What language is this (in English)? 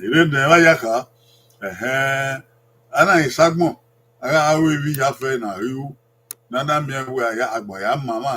Bini